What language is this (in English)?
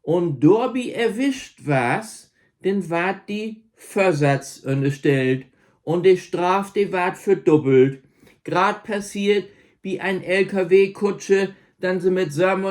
Low German